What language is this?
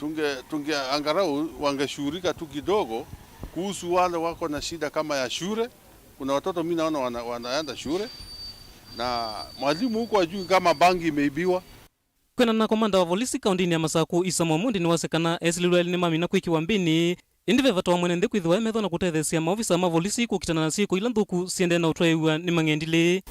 Kamba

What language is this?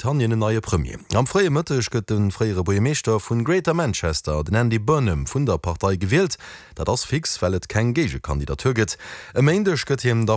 Luxembourgish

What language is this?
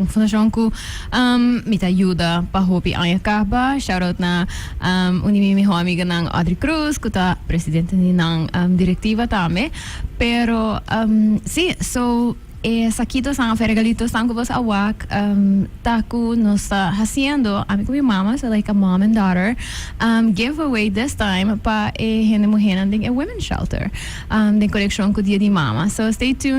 Papiamento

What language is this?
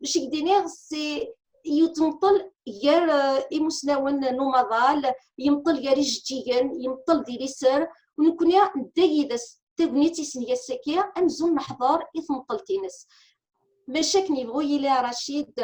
Kabyle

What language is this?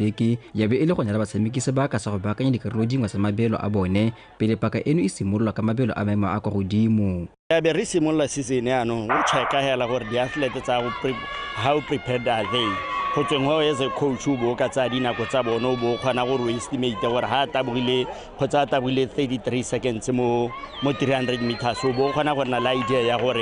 Tswana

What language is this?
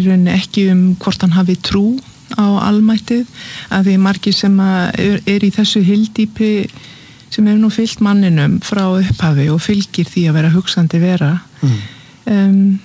Icelandic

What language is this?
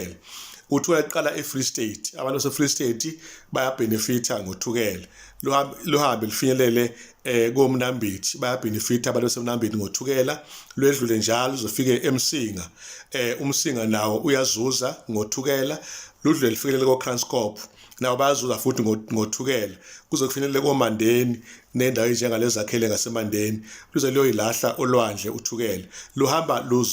Zulu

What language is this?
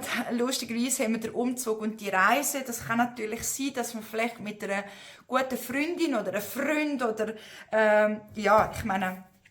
Swiss German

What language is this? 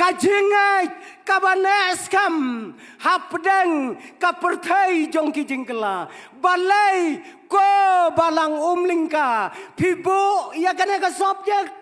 Khasi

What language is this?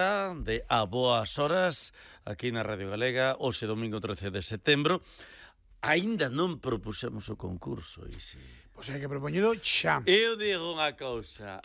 Galician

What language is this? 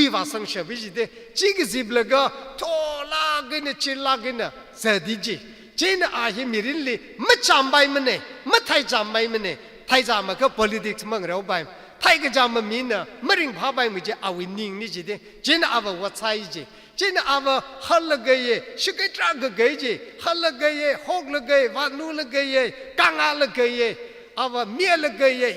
Tangkhul Naga (India)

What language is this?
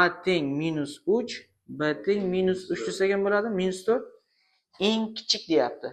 Uzbek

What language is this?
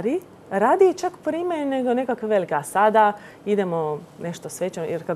Croatian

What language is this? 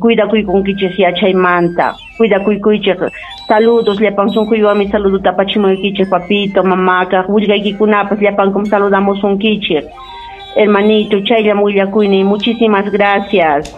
Ayacucho Quechua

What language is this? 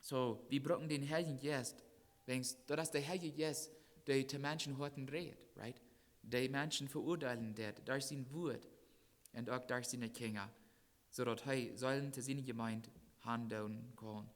Plautdietsch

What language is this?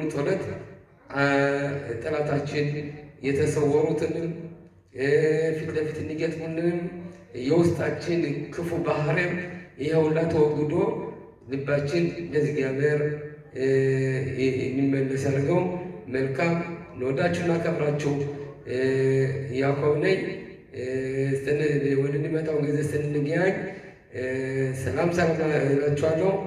Amharic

